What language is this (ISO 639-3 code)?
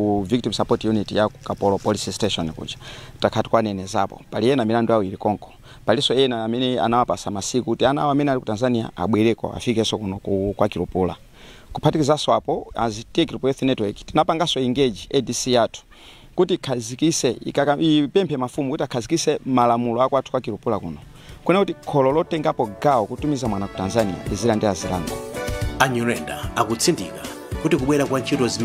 nya